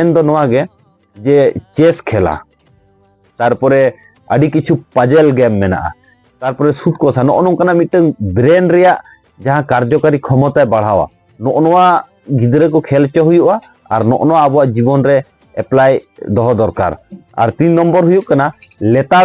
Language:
Santali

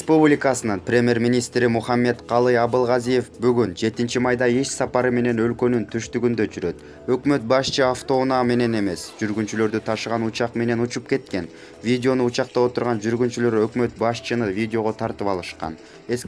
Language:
Kyrgyz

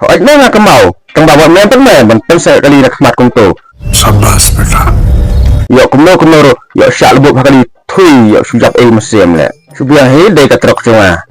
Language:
Khasi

